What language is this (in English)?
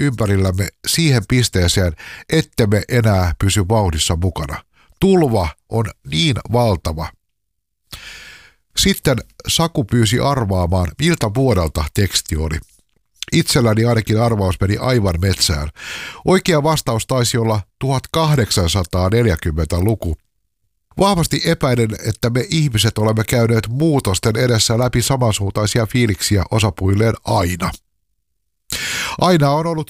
Finnish